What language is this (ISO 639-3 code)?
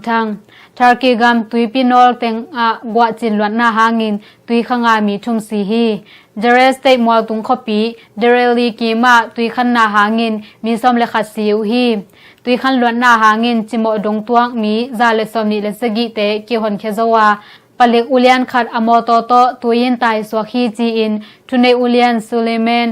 ctd